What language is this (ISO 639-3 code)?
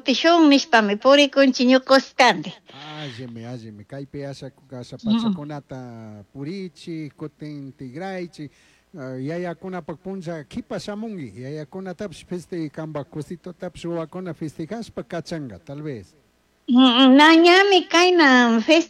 qug